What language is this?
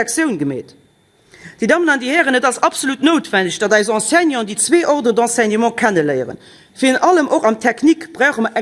Luxembourgish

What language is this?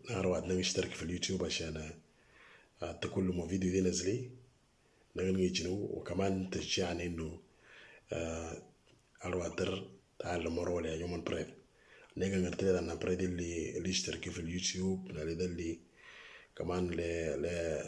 Moro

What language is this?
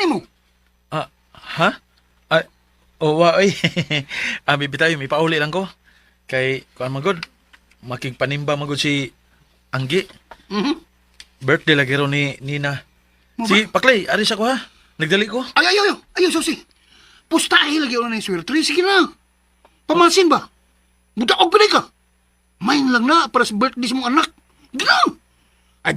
Cebuano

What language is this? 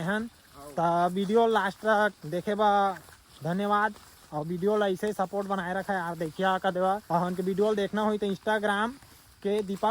Chhattisgarhi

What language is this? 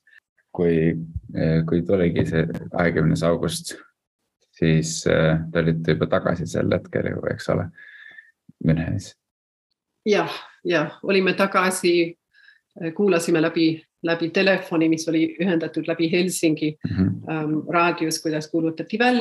Estonian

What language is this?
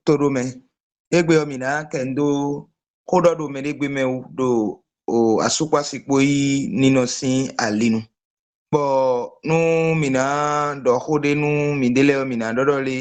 Fon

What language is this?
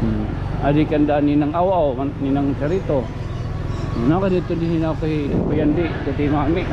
Waray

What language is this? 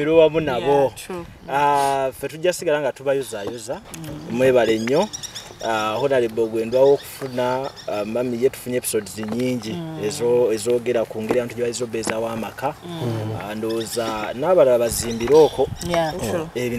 Ganda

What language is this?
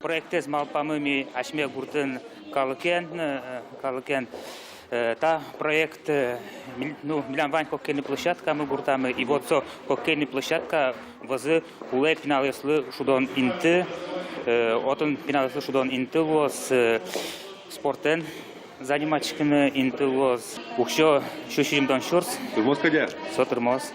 Udmurt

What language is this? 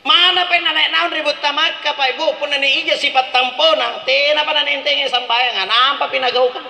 Makasar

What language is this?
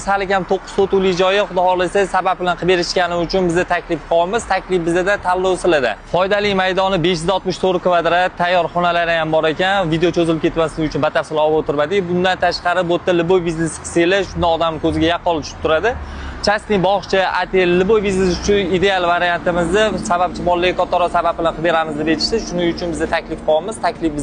Uzbek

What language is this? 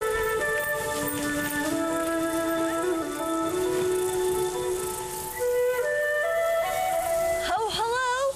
Bashkir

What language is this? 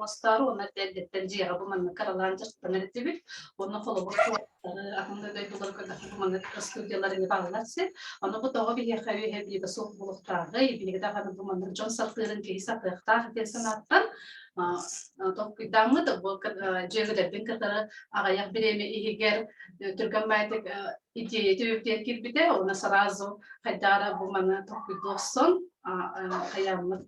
Yakut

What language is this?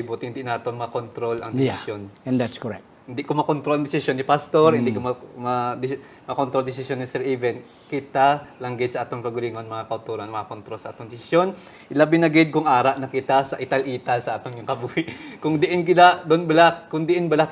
Hiligaynon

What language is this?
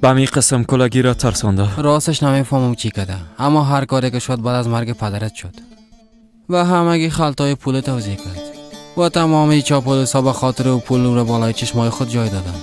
Persian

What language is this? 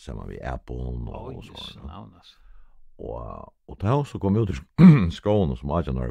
Faroese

